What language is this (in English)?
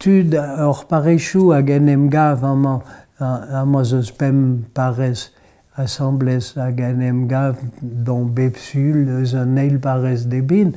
Breton